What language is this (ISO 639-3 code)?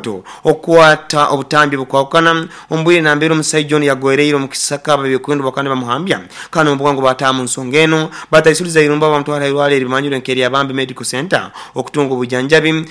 nyo